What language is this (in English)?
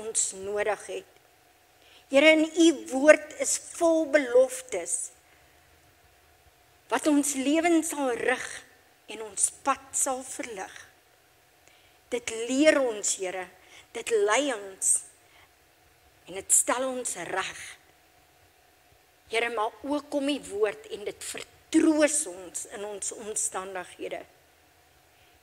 Afrikaans